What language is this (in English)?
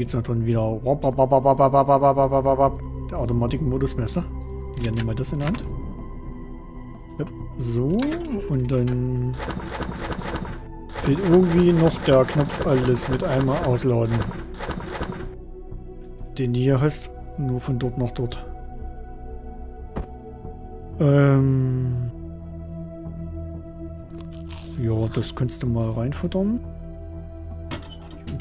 German